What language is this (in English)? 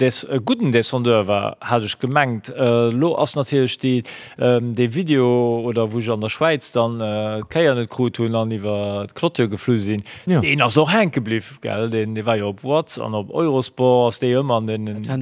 Luxembourgish